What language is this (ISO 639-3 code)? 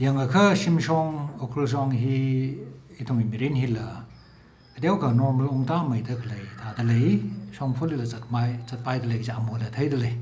nmf